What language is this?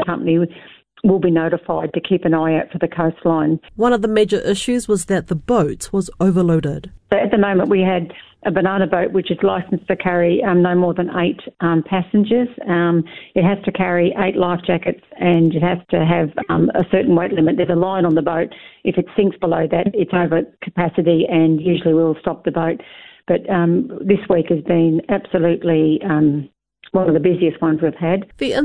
English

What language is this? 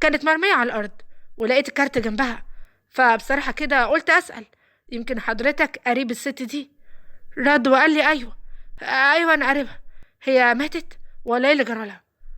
Egyptian Arabic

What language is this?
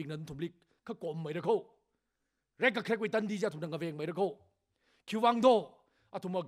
Tangkhul Naga (India)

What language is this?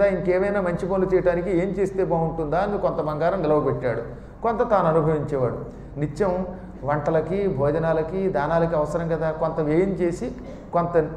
Telugu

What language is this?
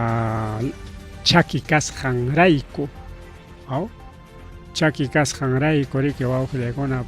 Ayacucho Quechua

